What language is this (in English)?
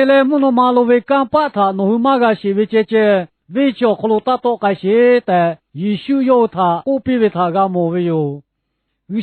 Lahu